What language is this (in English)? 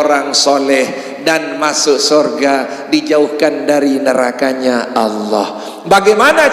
Sasak